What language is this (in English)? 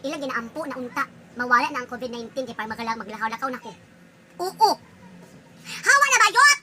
Cebuano